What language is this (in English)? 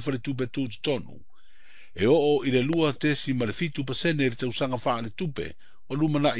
Samoan